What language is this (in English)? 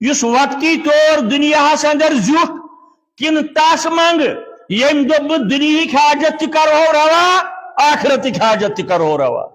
Kashmiri